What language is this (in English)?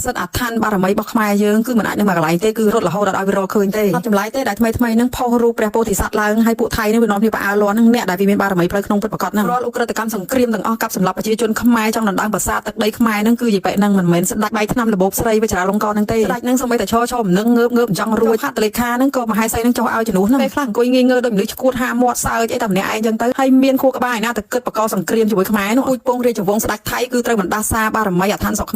Khmer